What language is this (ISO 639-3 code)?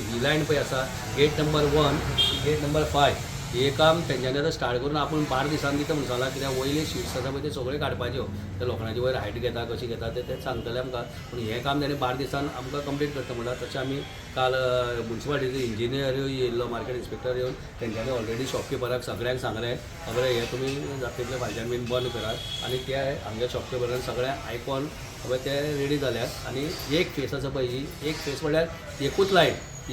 kok